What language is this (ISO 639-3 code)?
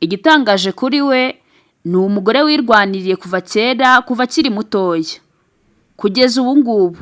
kin